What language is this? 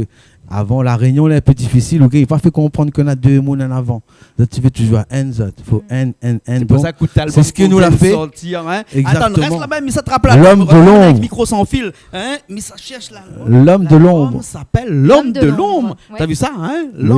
Réunion Creole French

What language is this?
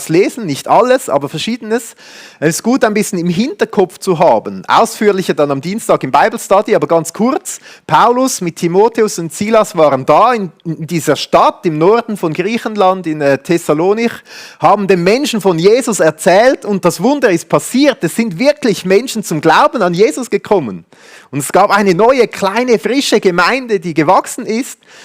Swiss German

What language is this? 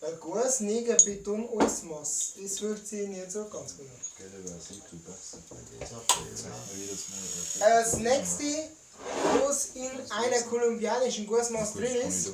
Bavarian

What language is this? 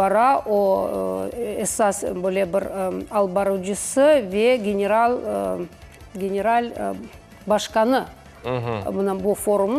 Crimean Tatar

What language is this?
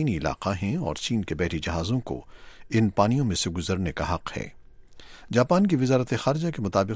Urdu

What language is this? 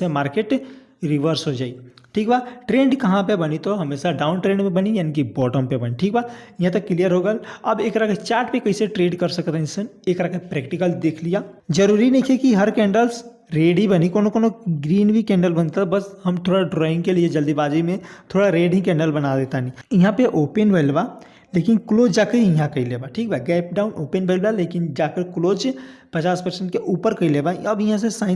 Bhojpuri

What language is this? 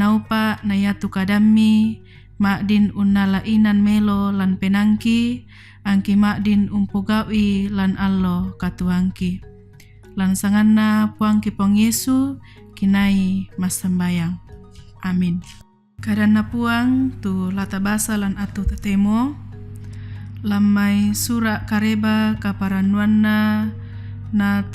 Toraja-Sa'dan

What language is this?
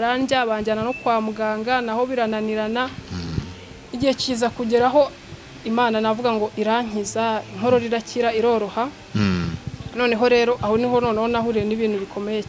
Kinyarwanda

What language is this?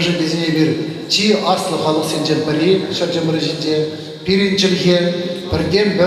Chuvash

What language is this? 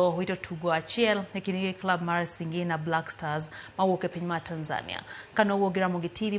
Luo (Kenya and Tanzania)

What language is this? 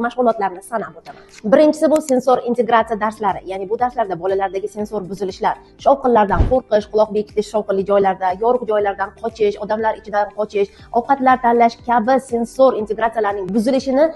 Uzbek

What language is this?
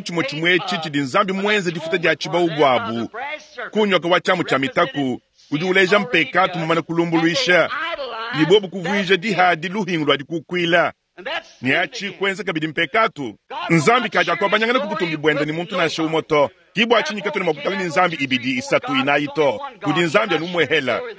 Luba-Lulua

